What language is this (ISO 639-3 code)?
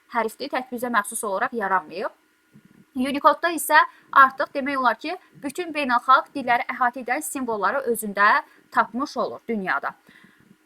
aze